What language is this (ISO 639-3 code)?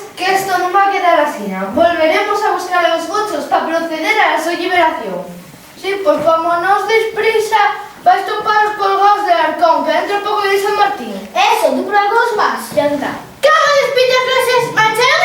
ast